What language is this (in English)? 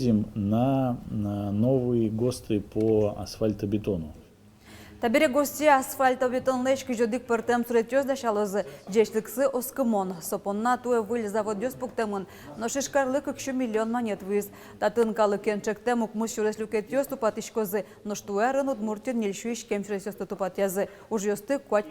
Udmurt